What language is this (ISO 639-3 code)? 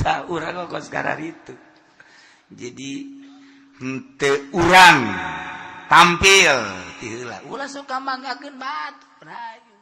sun